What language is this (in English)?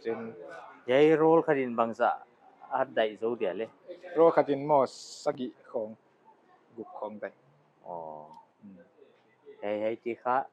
Paite Chin